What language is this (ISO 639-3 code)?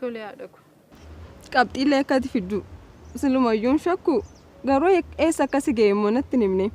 orm